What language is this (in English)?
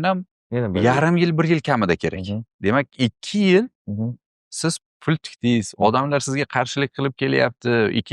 Uzbek